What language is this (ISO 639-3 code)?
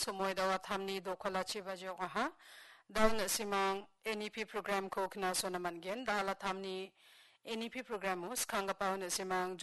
grt